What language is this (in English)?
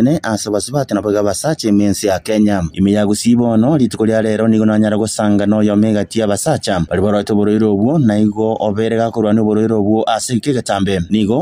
Gusii